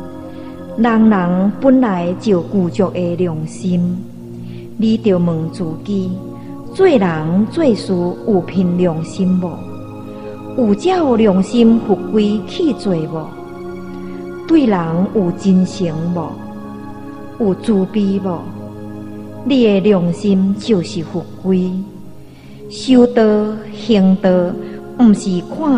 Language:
Min Nan Chinese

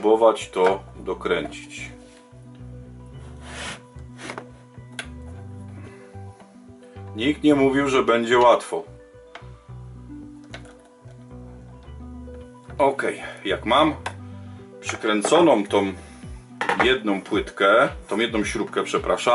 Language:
Polish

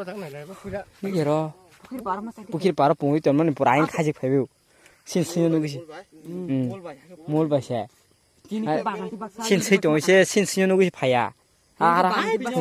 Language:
Kok Borok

